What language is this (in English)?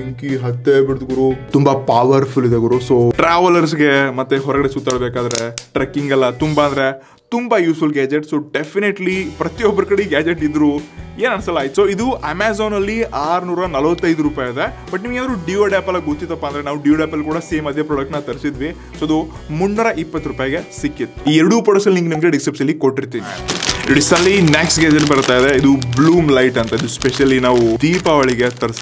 Kannada